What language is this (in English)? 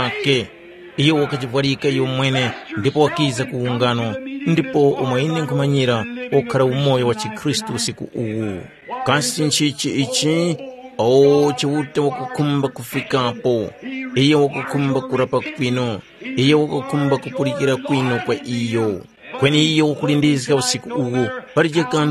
Tumbuka